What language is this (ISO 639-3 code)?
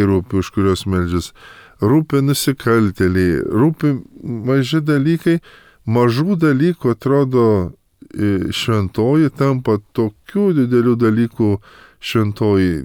lit